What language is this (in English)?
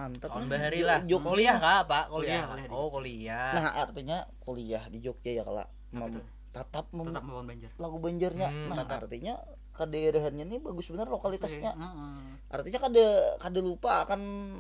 Banjar